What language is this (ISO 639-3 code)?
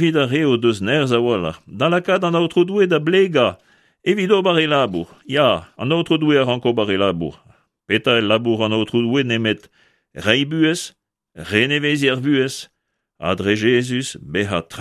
bre